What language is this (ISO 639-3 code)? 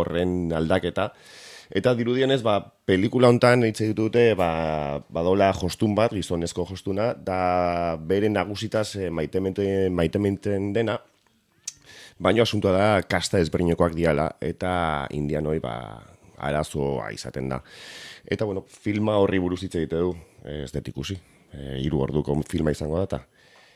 eus